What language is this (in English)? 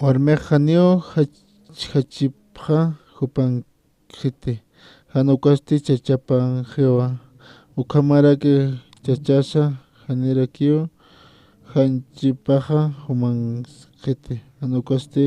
Aymara